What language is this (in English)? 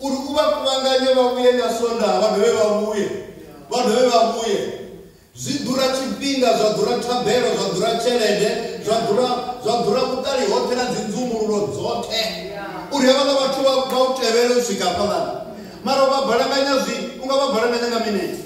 Venda